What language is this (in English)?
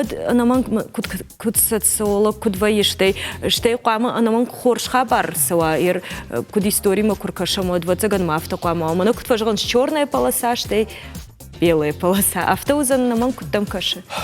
Ossetic